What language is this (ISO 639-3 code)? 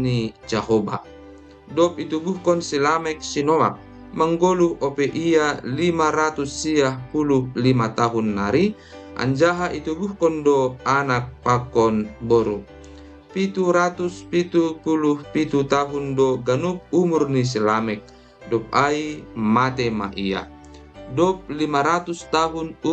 bts